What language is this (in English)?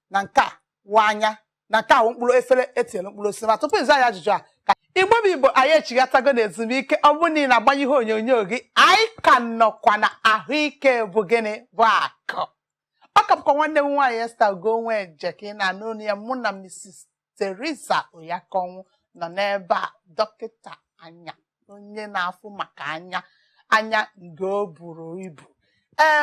Igbo